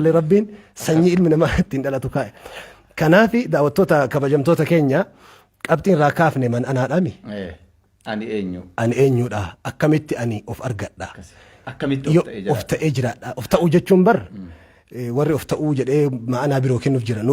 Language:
Oromo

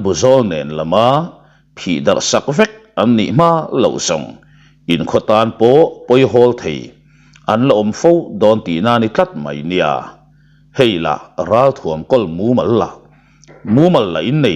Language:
Mizo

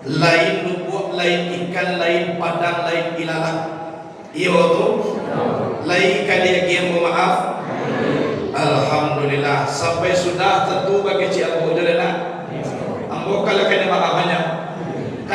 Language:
Minangkabau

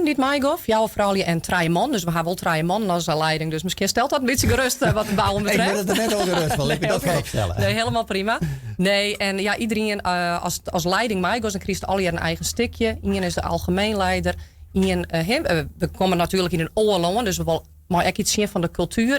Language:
Western Frisian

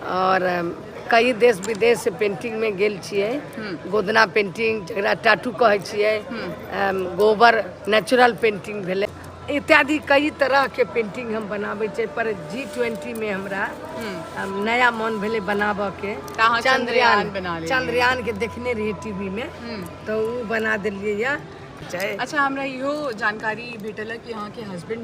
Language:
Maithili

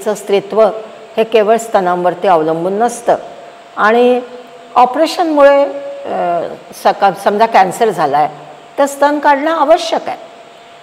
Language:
Marathi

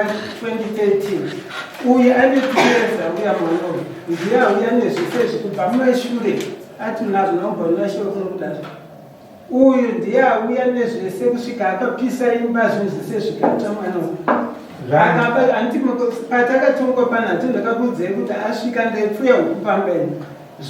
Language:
Shona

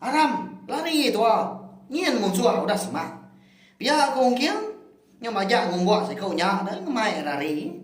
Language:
Iban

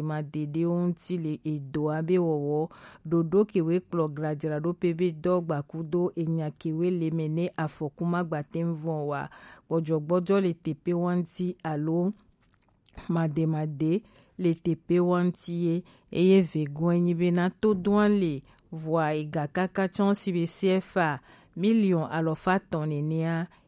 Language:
Gen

